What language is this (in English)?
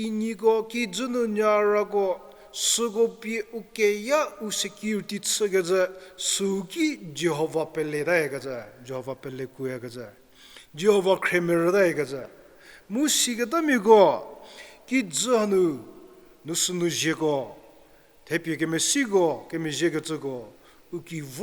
Angami Naga